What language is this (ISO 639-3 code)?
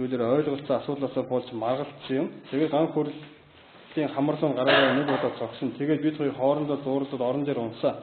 mon